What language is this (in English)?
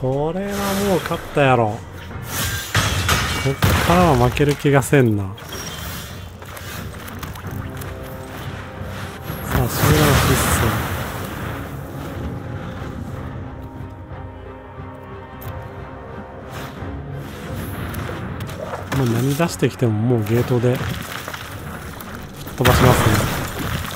Japanese